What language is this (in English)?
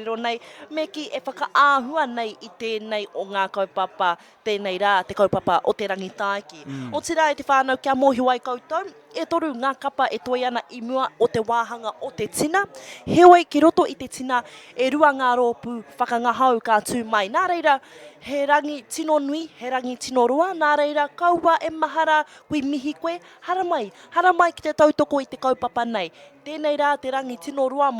Māori